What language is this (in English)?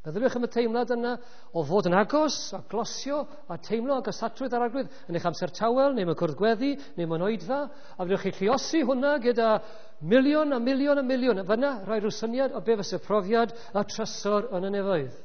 Welsh